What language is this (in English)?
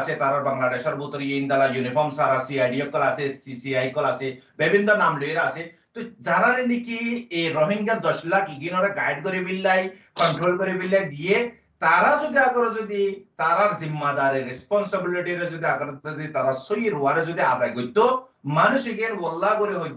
Rohingya